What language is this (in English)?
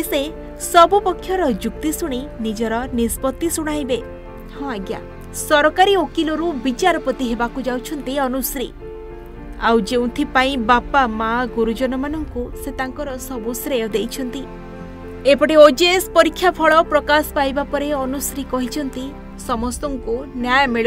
Odia